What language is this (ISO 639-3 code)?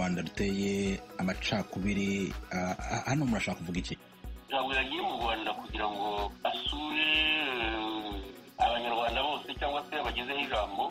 kin